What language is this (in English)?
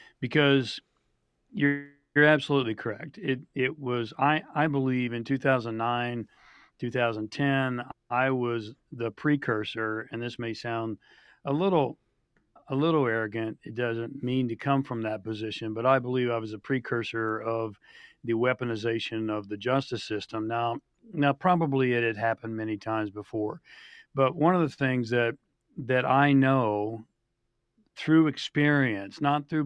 English